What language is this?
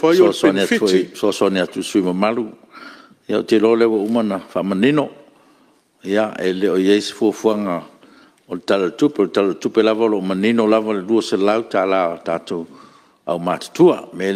Samoan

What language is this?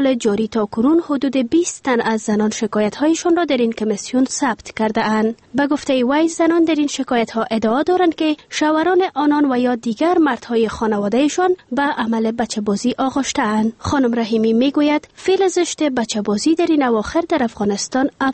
Persian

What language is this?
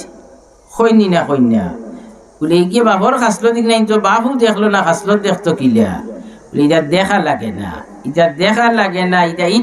Sylheti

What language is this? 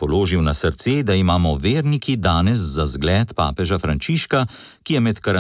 Slovenian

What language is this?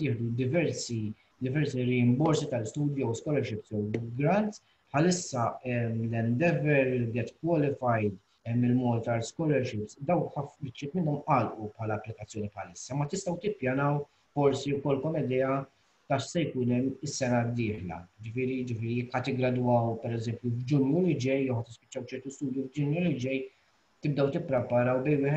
Maltese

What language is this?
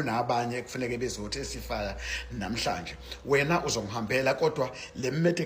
Zulu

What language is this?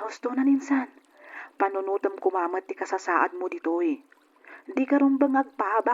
Iloko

